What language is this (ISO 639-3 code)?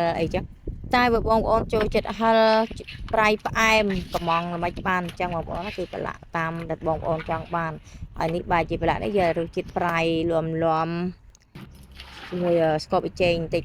khm